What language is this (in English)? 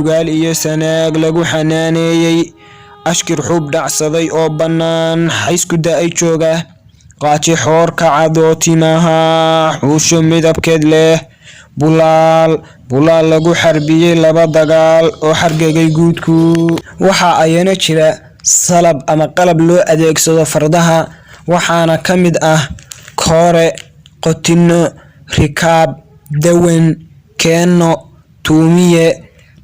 Somali